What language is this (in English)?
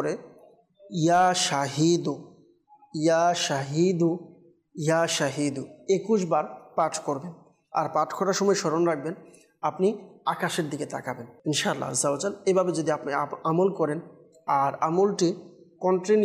Bangla